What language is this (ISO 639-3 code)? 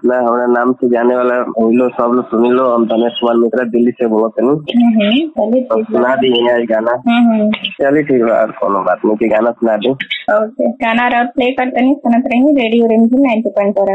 bho